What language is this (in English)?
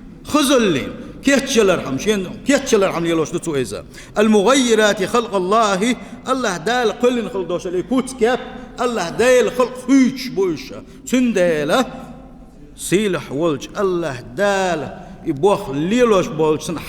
Chechen